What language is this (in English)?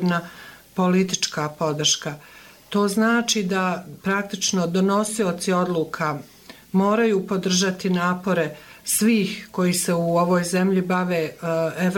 Bosnian